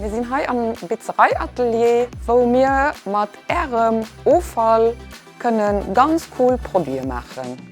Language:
Luxembourgish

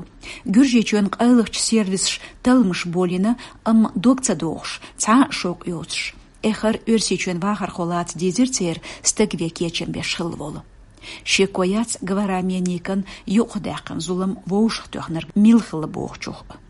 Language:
Chechen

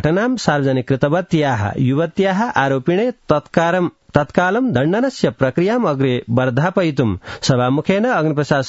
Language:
Sanskrit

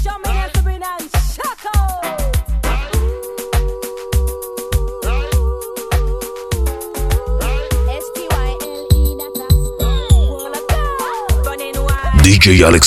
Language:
Spanish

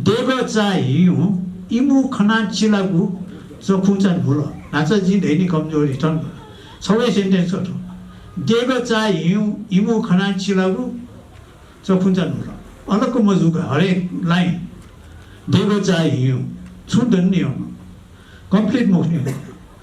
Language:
Newari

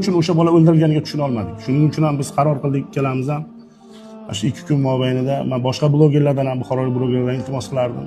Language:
Uzbek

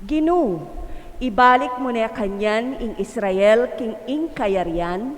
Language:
Pampanga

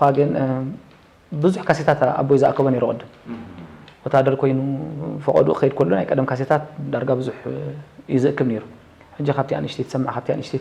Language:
Tigrinya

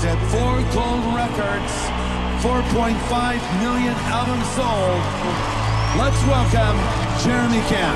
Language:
English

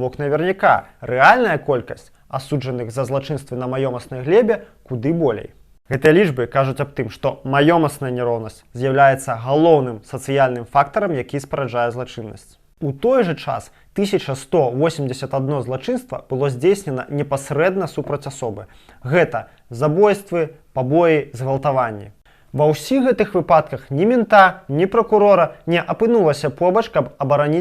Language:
Belarusian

